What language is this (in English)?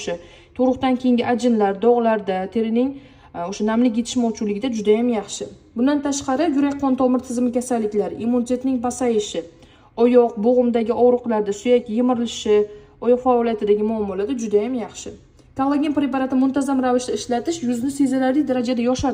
Uzbek